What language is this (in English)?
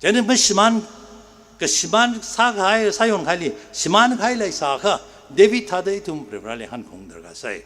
Tangkhul Naga (India)